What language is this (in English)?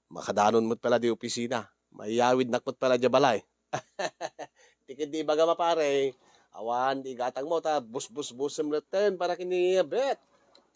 Iloko